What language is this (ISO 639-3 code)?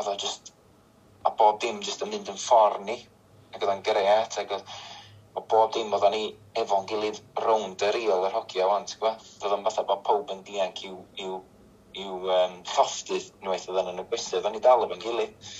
cym